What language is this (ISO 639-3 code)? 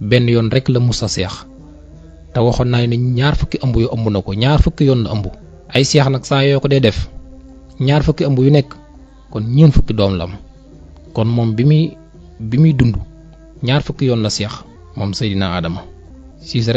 wol